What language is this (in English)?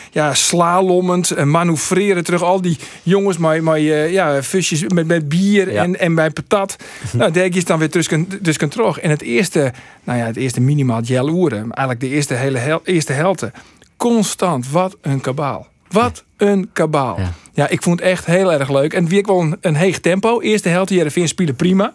Western Frisian